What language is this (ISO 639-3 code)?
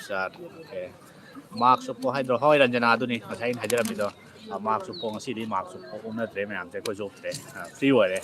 mni